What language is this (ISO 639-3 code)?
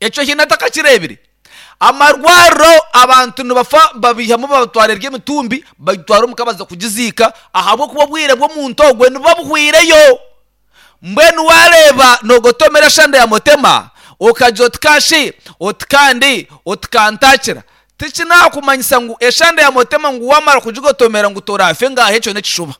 nyn